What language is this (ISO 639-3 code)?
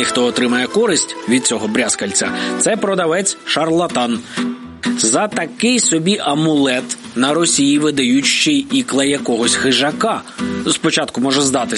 ukr